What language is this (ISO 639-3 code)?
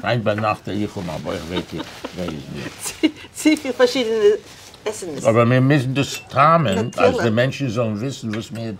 yid